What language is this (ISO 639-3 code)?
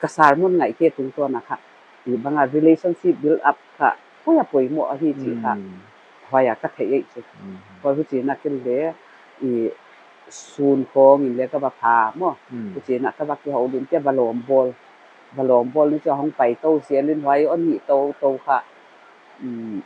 pck